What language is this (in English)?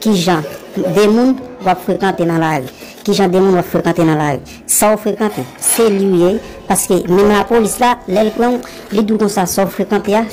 Haitian Creole